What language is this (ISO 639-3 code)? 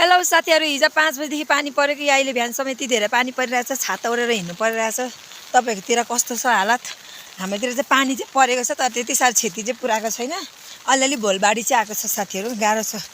nep